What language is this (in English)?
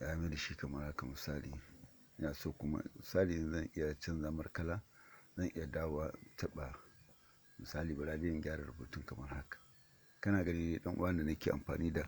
Hausa